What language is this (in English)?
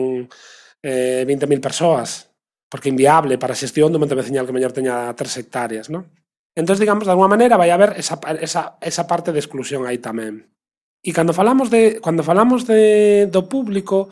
Galician